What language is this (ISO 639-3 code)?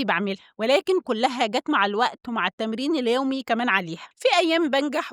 arz